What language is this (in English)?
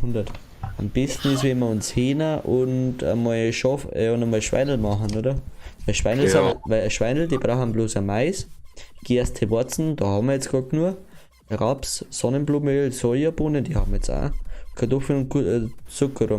Bavarian